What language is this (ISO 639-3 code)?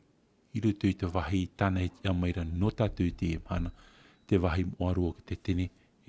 tah